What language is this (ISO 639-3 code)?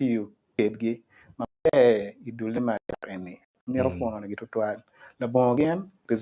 ach